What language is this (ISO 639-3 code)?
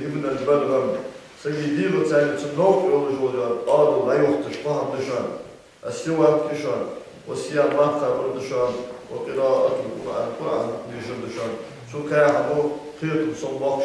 inh